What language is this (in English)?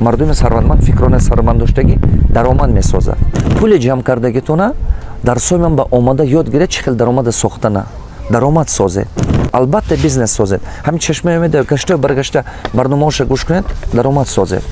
Tajik